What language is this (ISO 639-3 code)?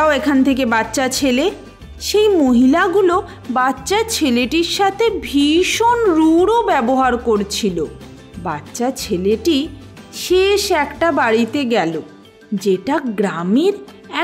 ben